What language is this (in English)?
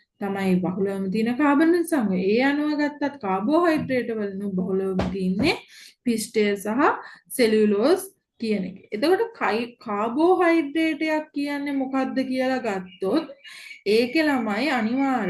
Sinhala